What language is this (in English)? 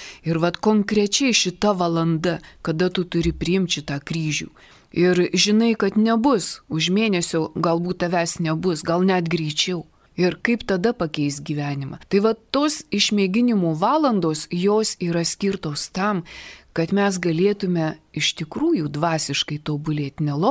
Lithuanian